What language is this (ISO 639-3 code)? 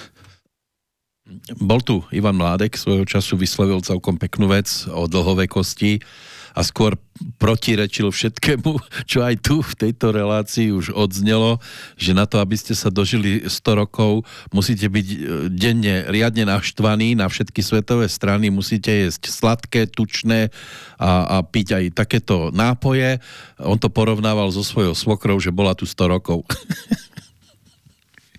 slk